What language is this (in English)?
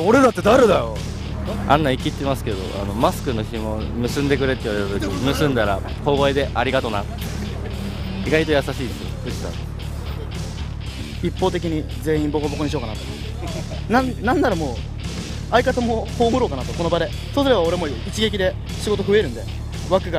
Japanese